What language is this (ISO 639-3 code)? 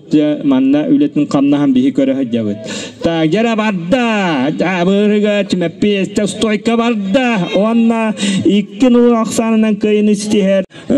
sah